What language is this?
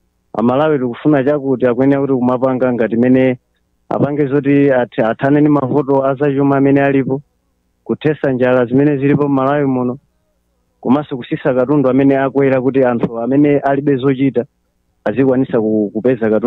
Nyanja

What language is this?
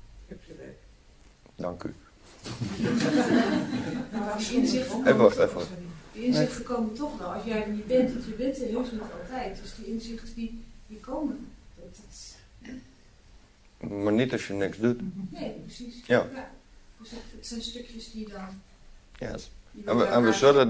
Dutch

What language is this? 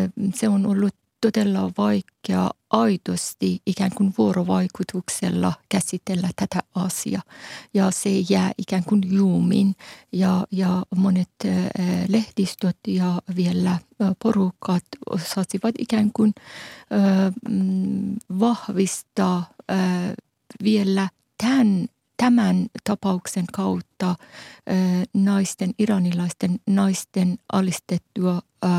Finnish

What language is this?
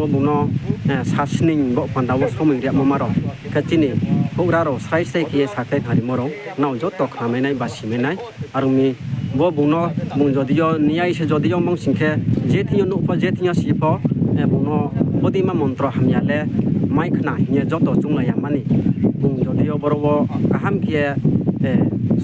Riang (India)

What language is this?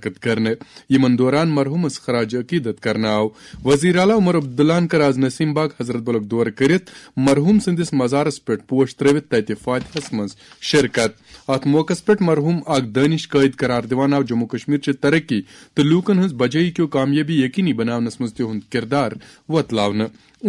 Kashmiri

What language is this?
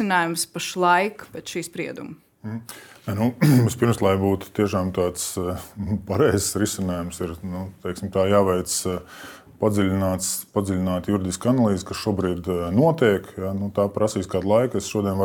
Latvian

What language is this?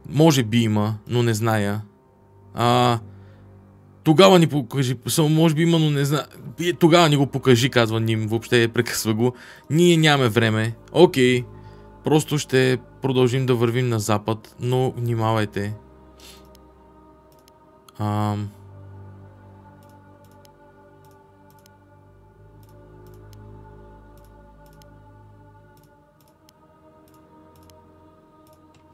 Bulgarian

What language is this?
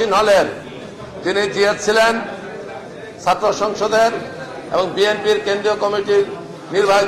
Bangla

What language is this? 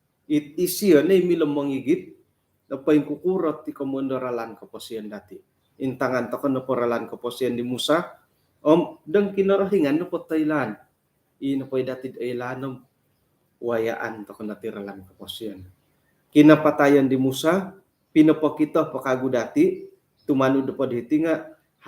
Central Dusun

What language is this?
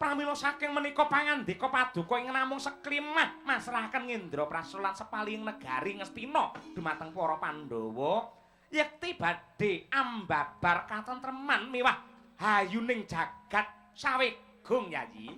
Javanese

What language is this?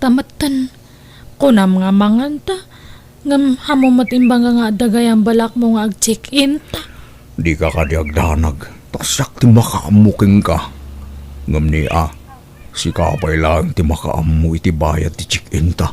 Iloko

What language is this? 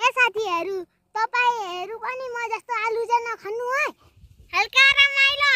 Nepali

